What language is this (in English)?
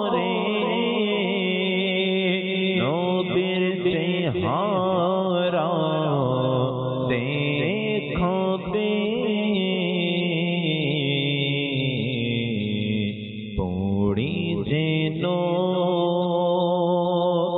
Bangla